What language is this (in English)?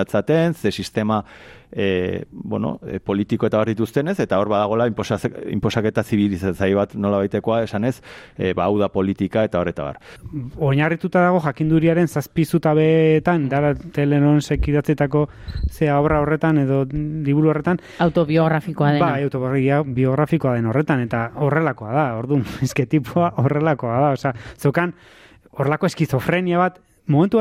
Basque